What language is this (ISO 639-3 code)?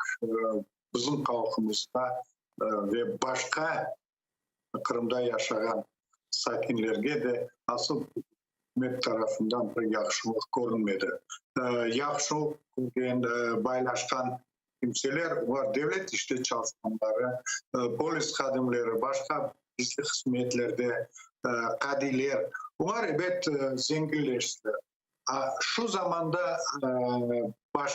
crh